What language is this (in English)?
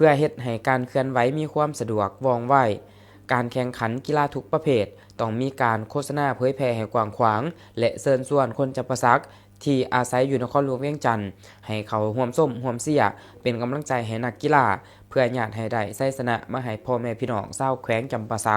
Lao